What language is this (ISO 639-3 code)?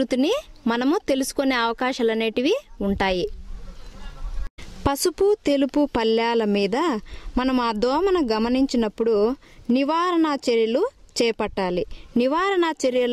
tel